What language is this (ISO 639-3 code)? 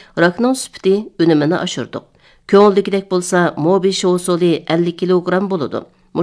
uig